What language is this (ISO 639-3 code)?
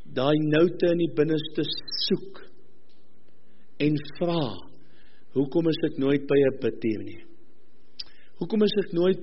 afr